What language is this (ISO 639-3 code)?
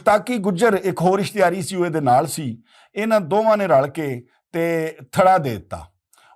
lah